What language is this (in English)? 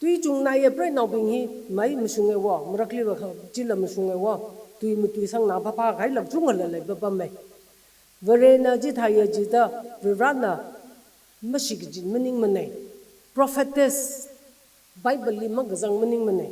Tangkhul Naga (India)